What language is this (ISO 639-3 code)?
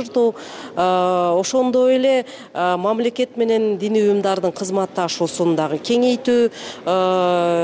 kir